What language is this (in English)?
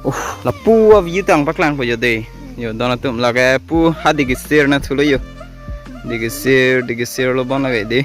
Karbi